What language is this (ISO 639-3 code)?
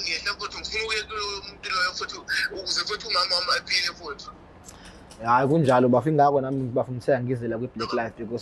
zul